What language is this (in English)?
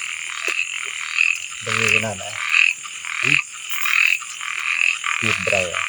Northeastern Thai